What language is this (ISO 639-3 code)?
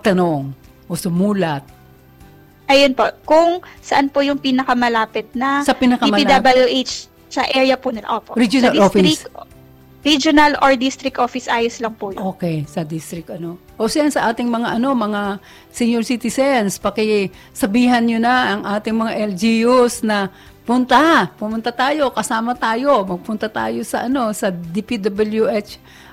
fil